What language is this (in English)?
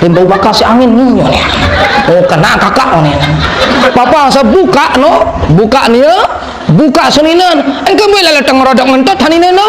Sasak